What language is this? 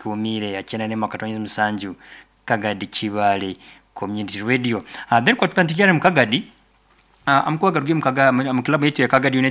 Nyoro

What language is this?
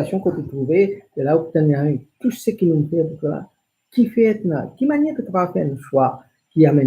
Morisyen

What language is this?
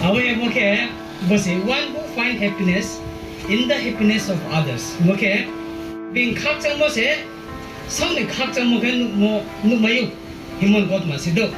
Riang (India)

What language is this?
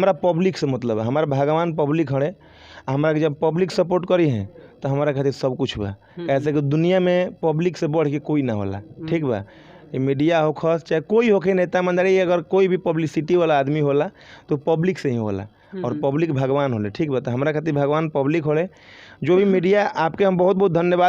Bhojpuri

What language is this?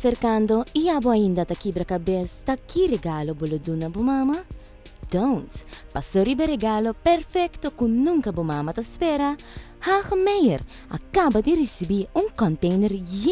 Papiamento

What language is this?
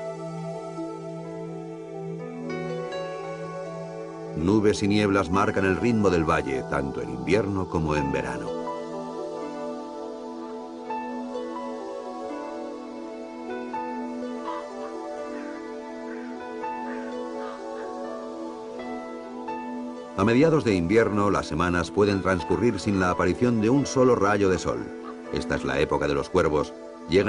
Spanish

